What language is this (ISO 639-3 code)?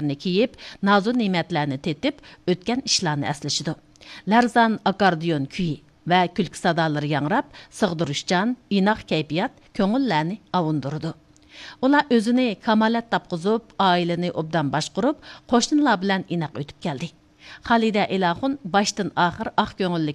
uig